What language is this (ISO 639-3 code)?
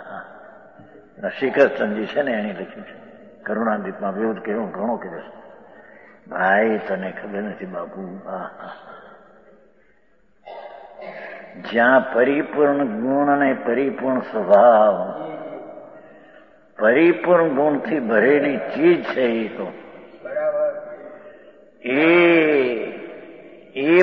guj